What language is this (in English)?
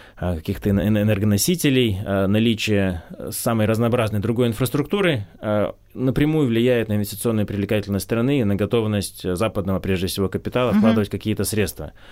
Russian